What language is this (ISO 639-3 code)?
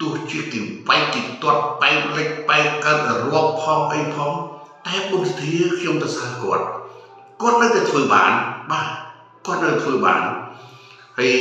khm